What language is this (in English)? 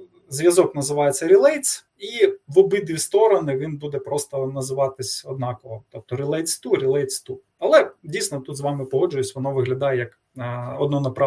Ukrainian